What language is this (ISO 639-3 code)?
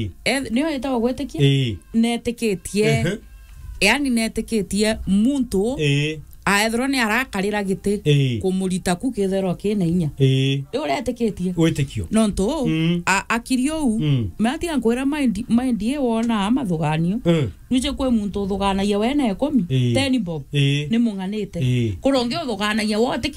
mer